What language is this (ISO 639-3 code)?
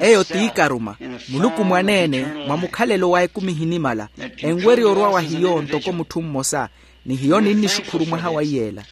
vmw